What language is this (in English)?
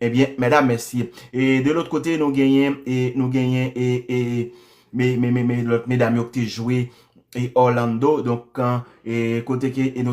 Haitian Creole